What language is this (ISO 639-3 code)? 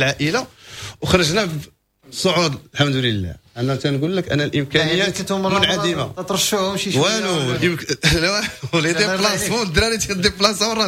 ary